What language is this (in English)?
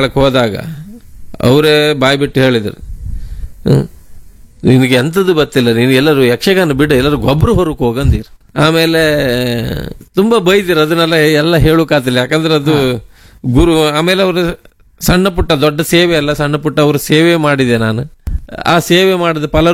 Kannada